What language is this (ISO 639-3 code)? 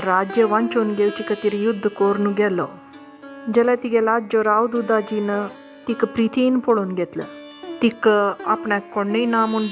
kok